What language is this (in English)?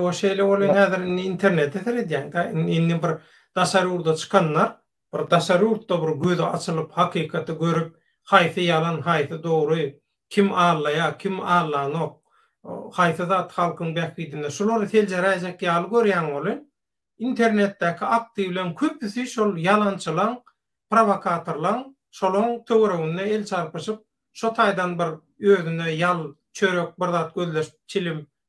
Turkmen